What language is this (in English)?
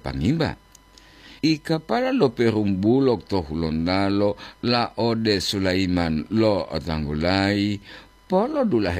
Gorontalo